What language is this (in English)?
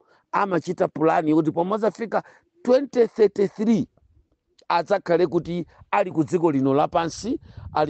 Nyanja